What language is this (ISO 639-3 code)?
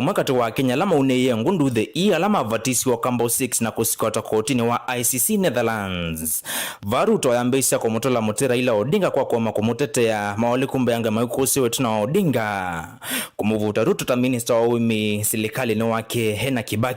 kam